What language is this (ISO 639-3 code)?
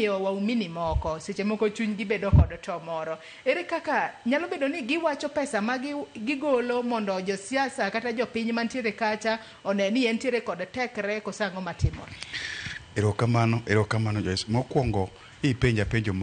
luo